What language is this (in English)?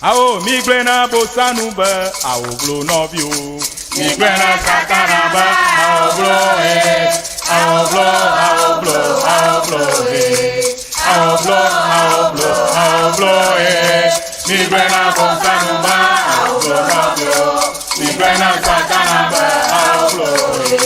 Ewe